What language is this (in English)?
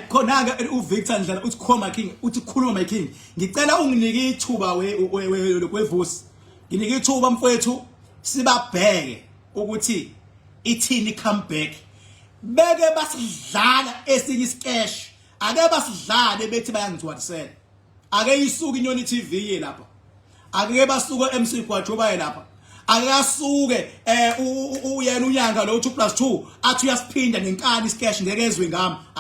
Zulu